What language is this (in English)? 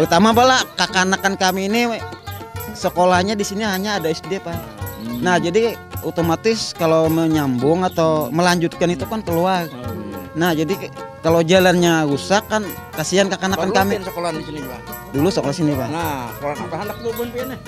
Banjar